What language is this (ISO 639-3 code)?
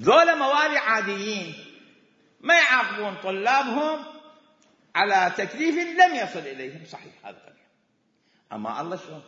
acm